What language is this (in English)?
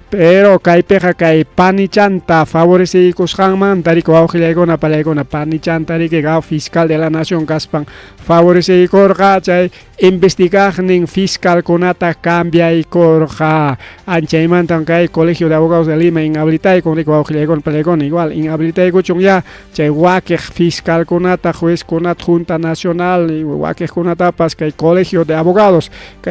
Ayacucho Quechua